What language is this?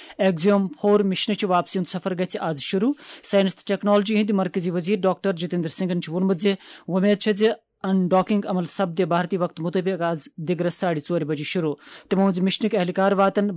Kashmiri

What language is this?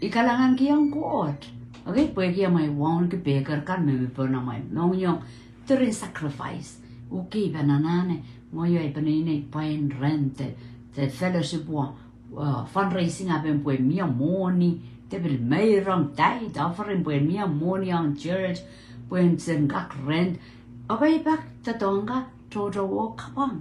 Pohnpeian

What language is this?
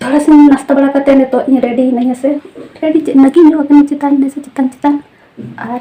Santali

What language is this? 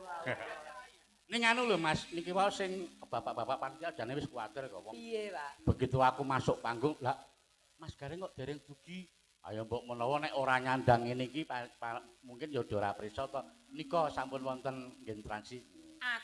Javanese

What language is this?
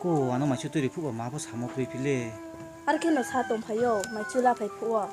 Riang (India)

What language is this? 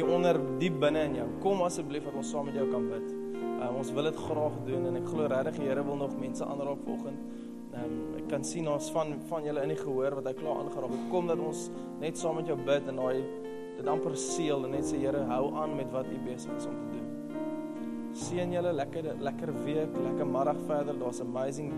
Afrikaans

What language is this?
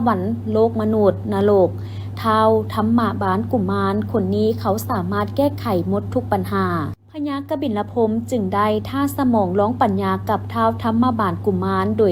Lao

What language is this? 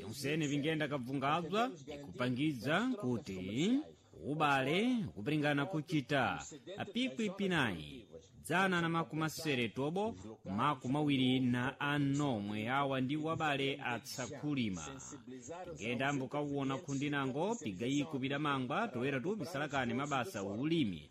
Sena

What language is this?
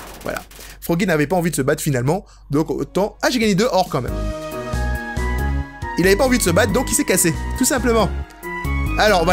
French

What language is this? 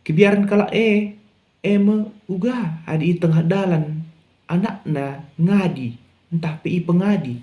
Batak Karo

